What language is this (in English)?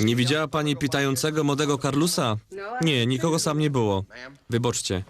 Silesian